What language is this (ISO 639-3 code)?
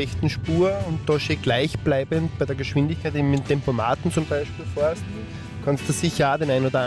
deu